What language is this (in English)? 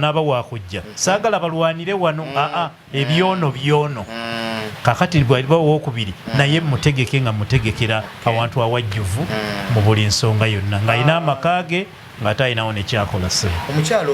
Ganda